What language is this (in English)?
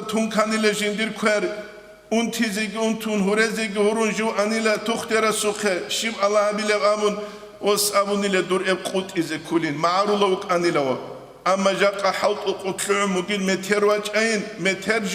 Avaric